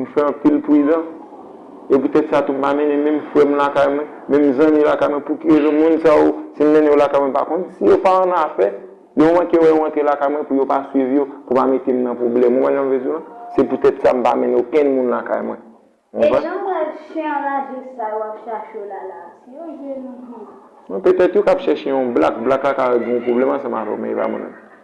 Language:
Haitian Creole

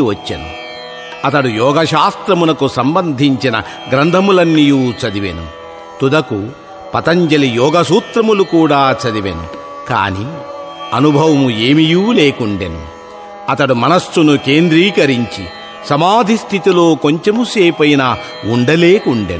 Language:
Telugu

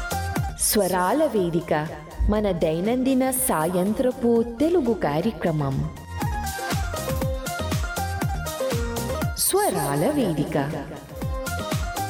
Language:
Telugu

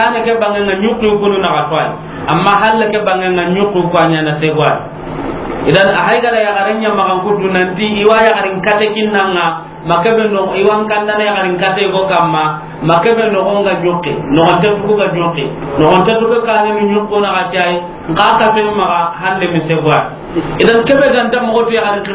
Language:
Soninke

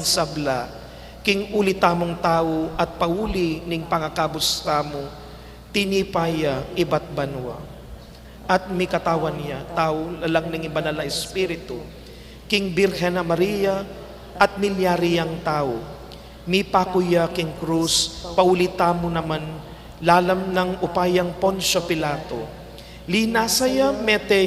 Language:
Pampanga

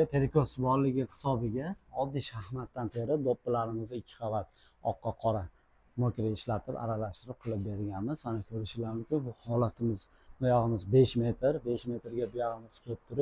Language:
Uzbek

